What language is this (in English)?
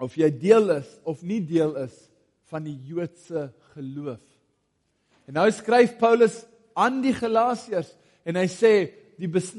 Afrikaans